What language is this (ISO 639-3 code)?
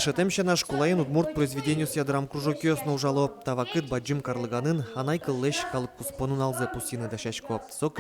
udm